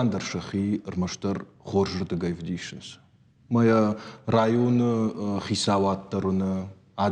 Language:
Ossetic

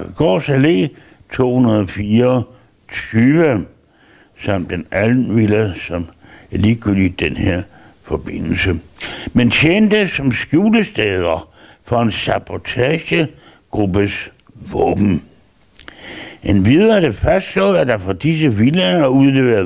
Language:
Danish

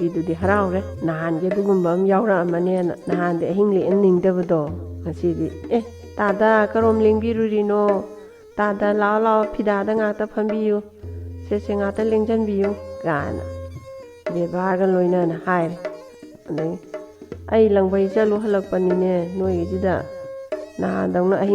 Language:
Manipuri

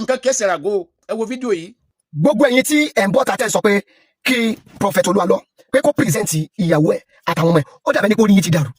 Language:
Yoruba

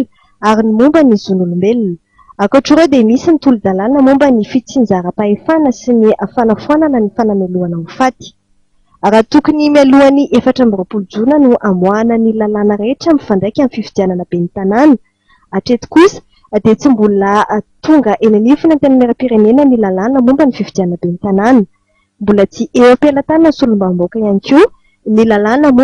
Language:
Malagasy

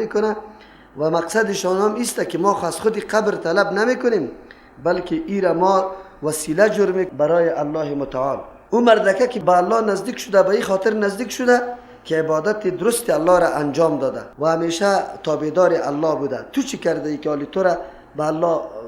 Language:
Persian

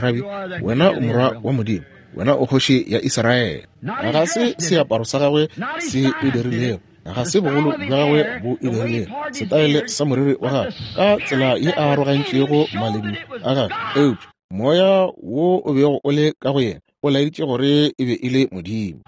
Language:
Northern Sotho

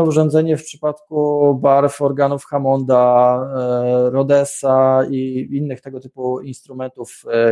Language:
Polish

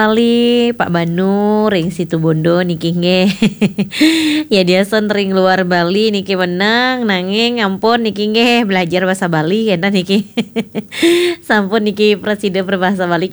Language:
Balinese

